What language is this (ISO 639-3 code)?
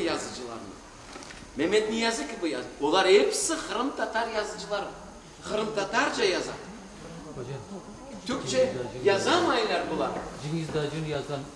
crh